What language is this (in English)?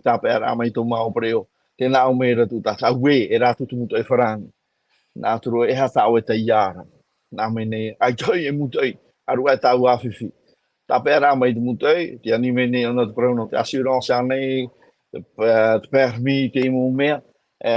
Tahitian